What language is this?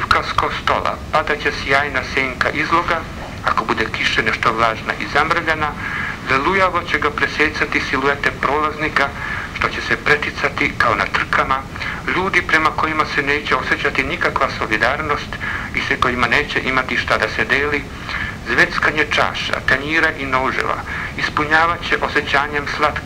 Bosnian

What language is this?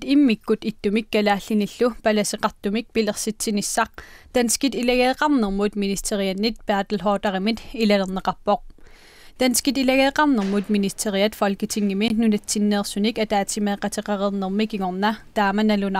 Kalaallisut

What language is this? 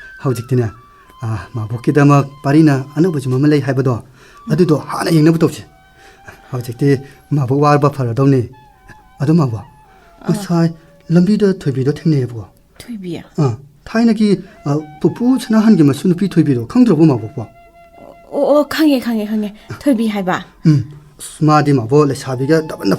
Manipuri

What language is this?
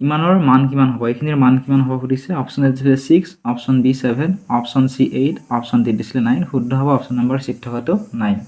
Assamese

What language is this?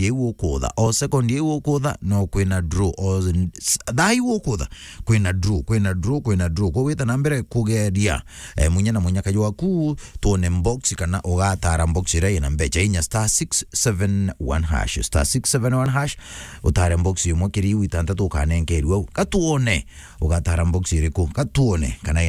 Meru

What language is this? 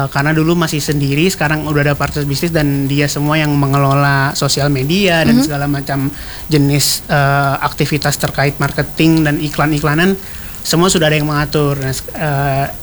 Indonesian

